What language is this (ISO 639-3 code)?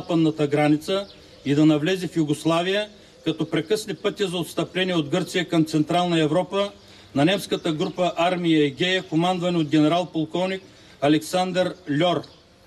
bul